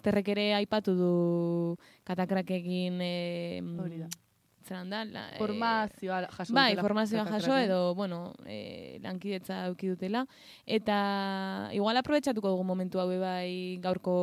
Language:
Basque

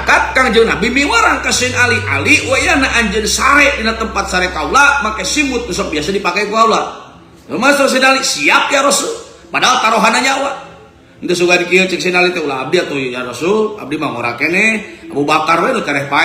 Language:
Sundanese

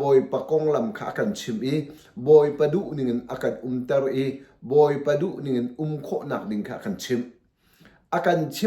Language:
Hakha Chin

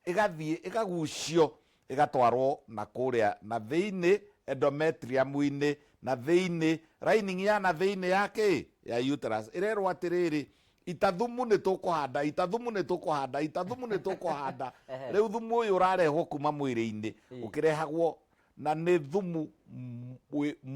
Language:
Kikuyu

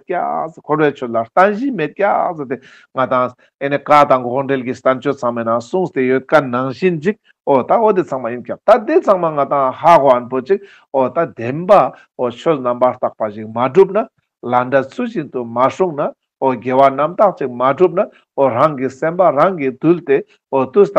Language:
Ladakhi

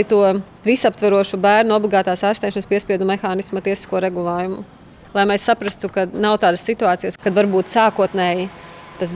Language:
Latvian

